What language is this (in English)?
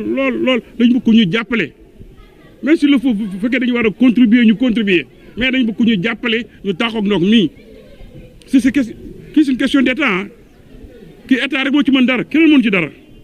Wolof